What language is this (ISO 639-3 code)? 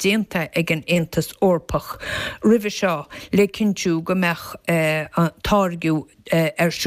gle